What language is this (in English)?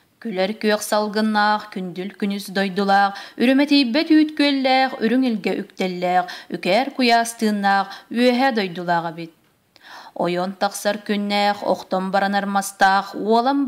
Yakut